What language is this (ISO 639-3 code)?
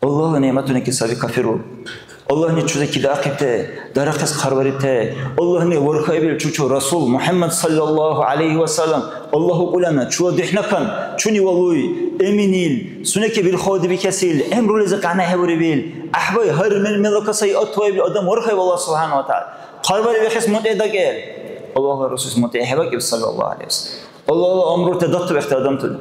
dar